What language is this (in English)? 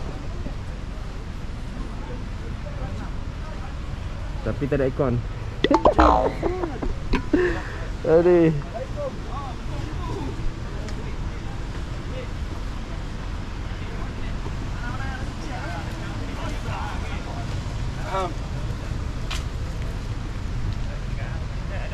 Malay